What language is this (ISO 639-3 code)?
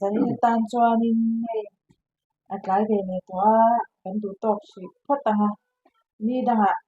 lus